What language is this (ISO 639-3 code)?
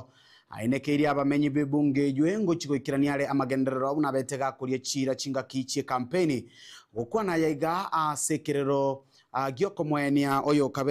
guz